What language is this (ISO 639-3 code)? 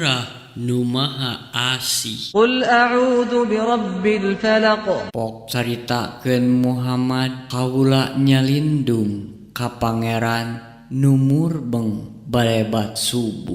sun